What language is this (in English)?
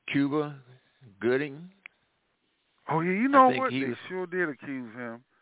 English